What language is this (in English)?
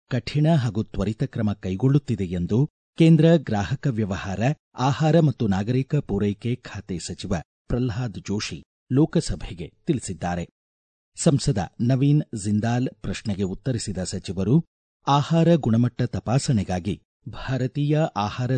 Kannada